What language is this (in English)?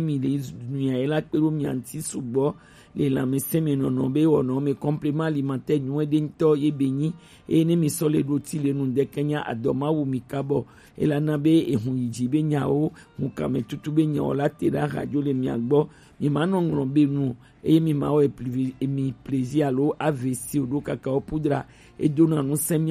Gen